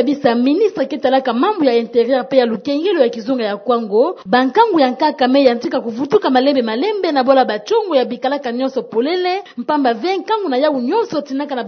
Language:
Kituba (Democratic Republic of Congo)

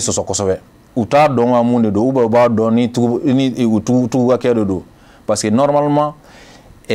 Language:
Bambara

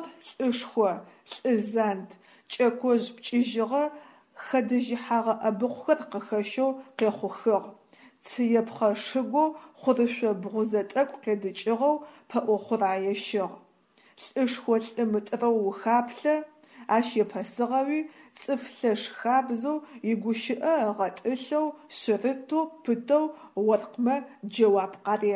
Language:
Adyghe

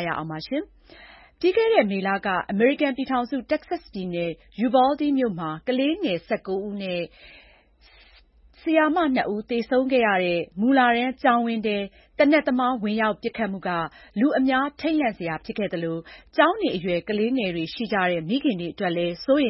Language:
Burmese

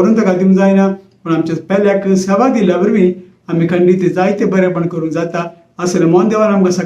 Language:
Konkani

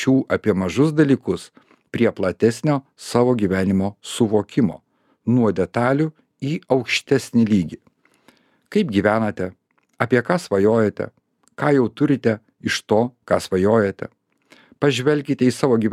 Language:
Lithuanian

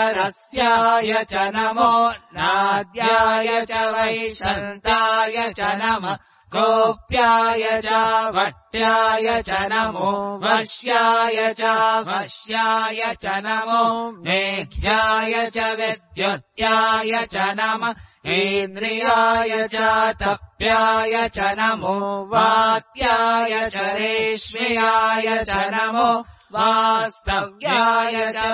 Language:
Sanskrit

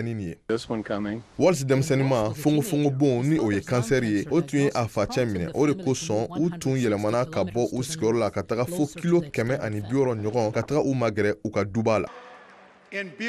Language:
Bambara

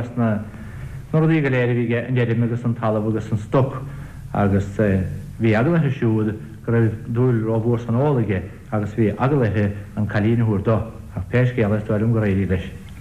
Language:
Irish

